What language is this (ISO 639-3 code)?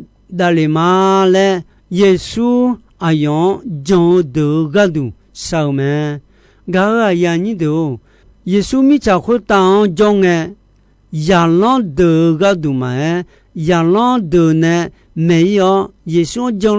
ahk